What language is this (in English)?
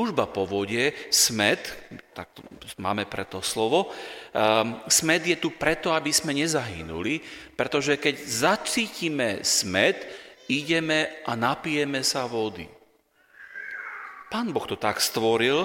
Slovak